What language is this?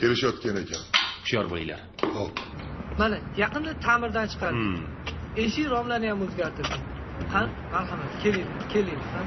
Uzbek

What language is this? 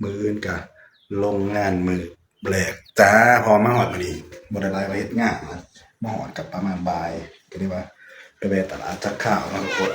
Northeastern Thai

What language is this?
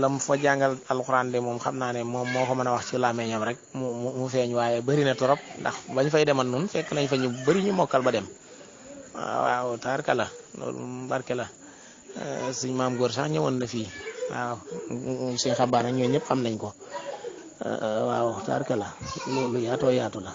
Wolof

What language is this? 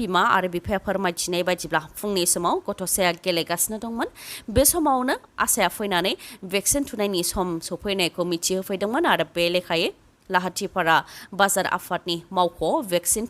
Bodo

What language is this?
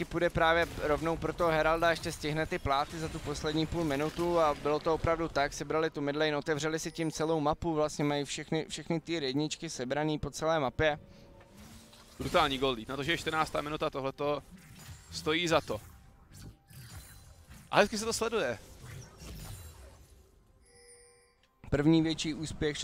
Czech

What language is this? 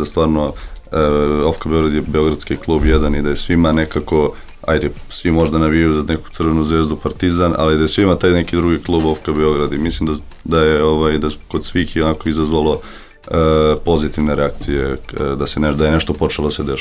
Serbian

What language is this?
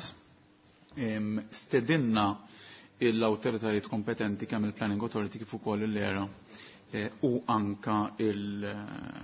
Maltese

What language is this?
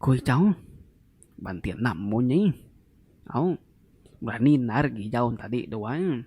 Iban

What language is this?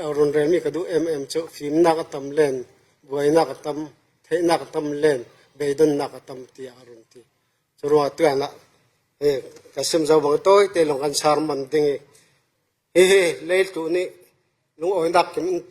Falam Chin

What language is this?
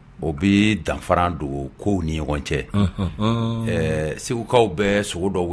Bambara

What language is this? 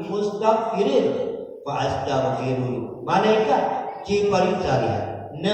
Achinese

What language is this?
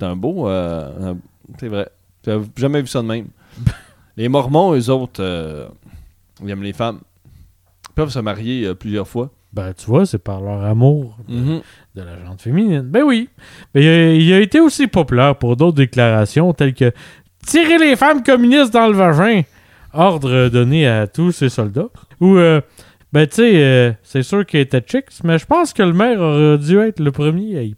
French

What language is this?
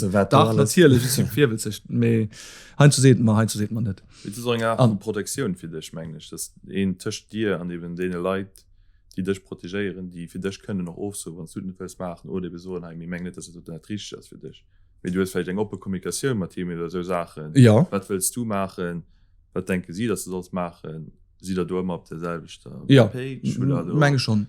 Luxembourgish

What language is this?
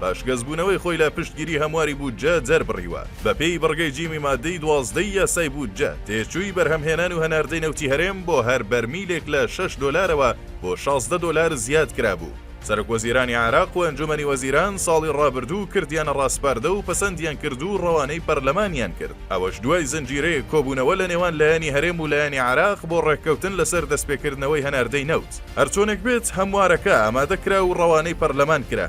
Central Kurdish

